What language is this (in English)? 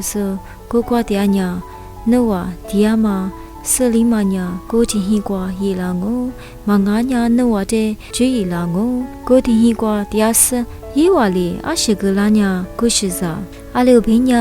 Lisu